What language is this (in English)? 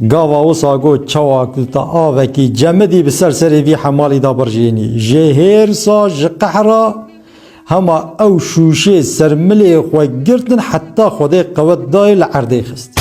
Kurdish